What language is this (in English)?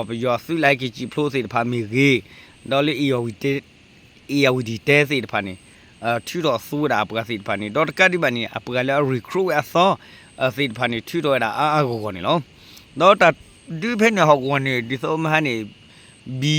S'gaw Karen